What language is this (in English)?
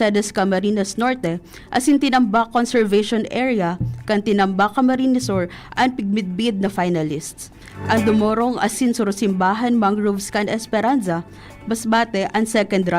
Bikol